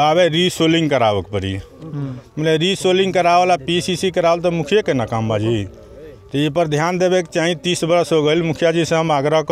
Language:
Bhojpuri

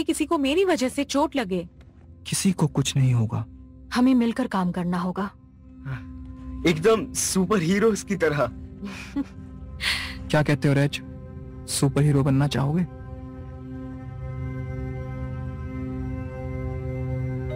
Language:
Hindi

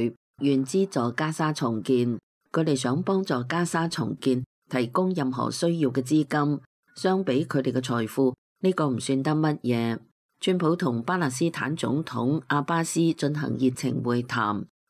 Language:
Cantonese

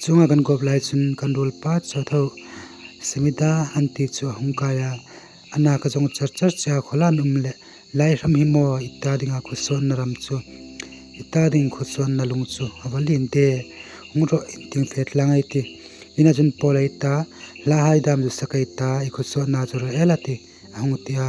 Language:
Hmar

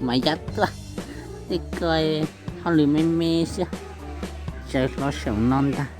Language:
Hmong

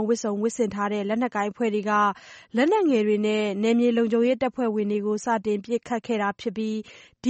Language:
Burmese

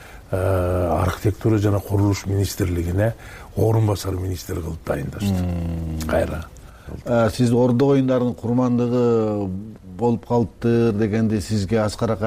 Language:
Kyrgyz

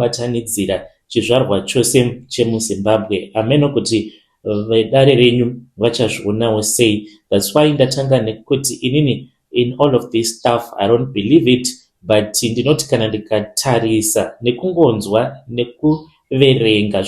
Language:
Shona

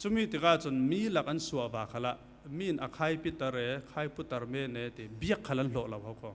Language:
Falam Chin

